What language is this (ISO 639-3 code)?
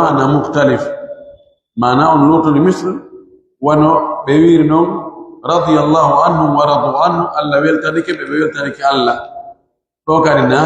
fuf